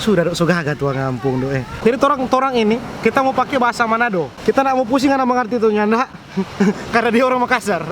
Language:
Manado Malay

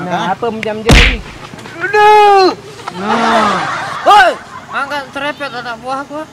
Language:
Sasak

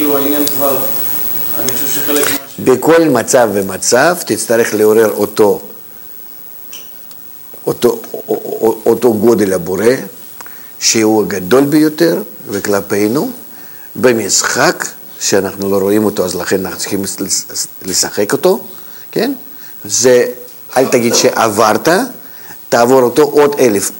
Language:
Hebrew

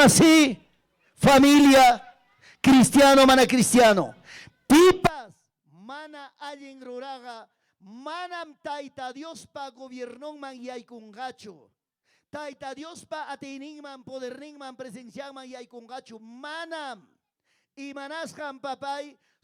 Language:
Ayacucho Quechua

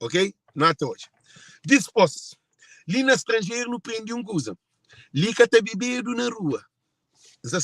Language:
Kabuverdianu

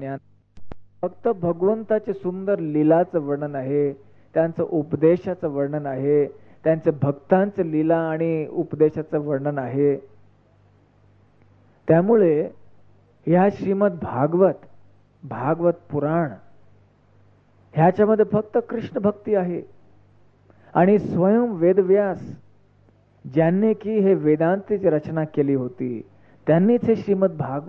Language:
Marathi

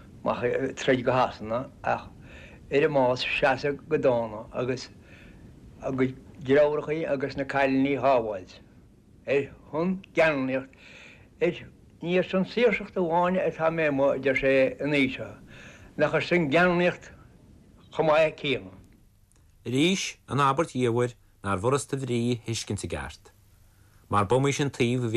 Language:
Irish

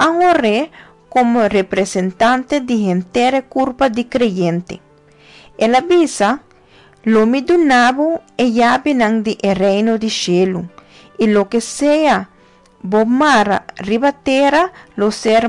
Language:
Papiamento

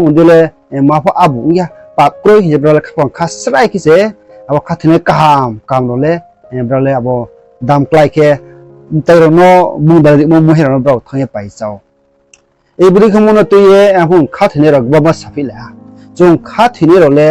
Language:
Riang (India)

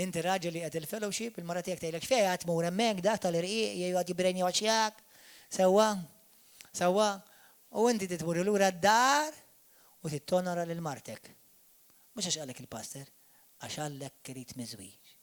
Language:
Maltese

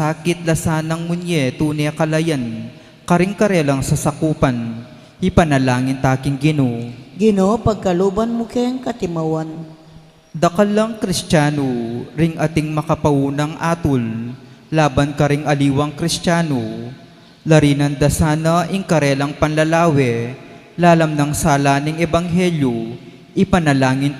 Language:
Pampanga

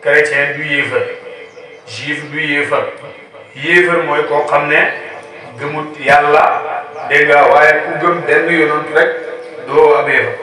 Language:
Wolof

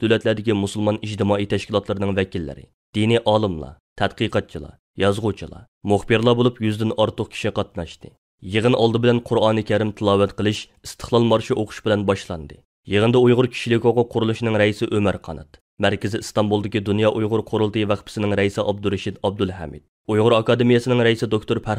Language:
Uyghur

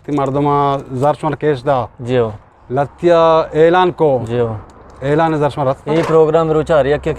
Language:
Eastern Balochi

